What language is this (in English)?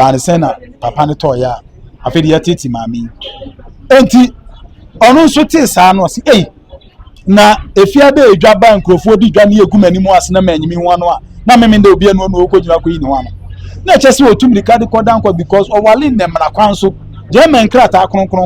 Akan